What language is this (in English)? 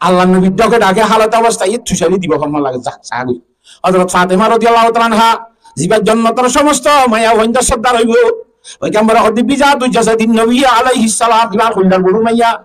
Rohingya